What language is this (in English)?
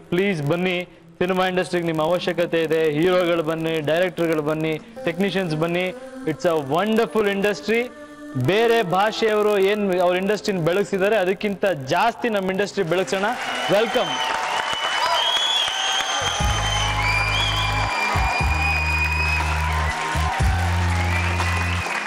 Kannada